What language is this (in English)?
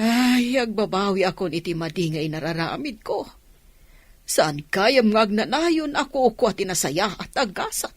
Iloko